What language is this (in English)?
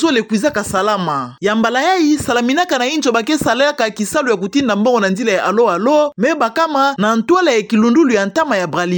Kituba (Democratic Republic of Congo)